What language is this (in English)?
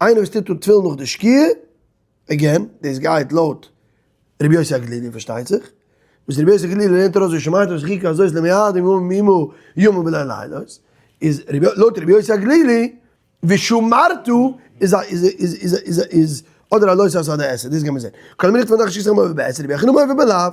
Yiddish